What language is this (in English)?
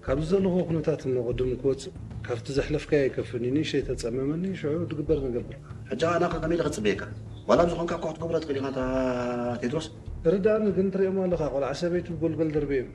Tigrinya